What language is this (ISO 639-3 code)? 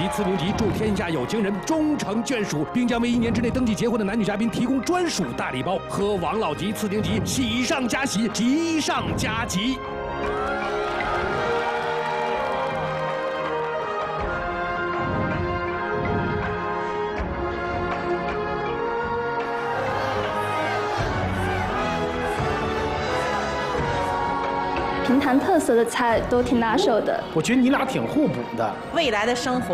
zho